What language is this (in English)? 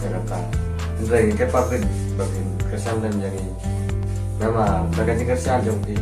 Khasi